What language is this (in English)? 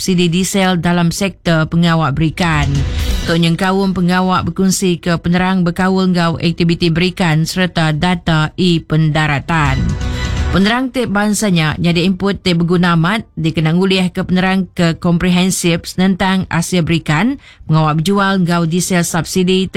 Iban